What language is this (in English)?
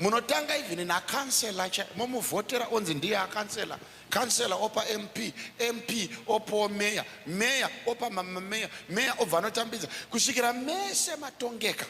Shona